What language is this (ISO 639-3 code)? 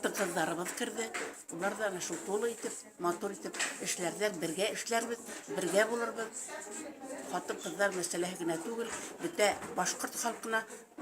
bak